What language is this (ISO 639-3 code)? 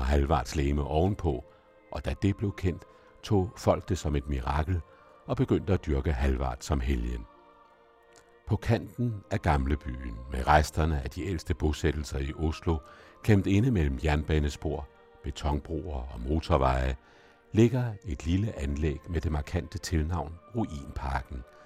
dan